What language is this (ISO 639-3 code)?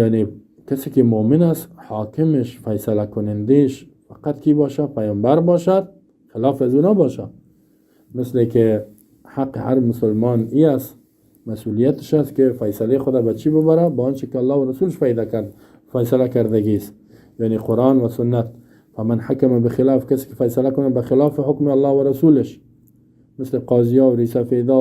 fas